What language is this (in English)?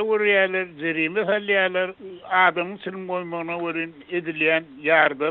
Turkmen